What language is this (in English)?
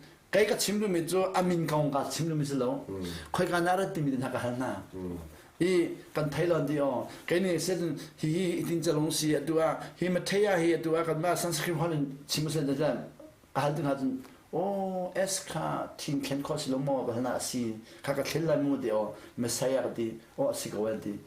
Hakha Chin